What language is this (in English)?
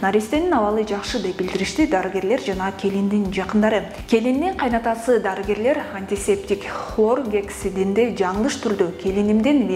Kyrgyz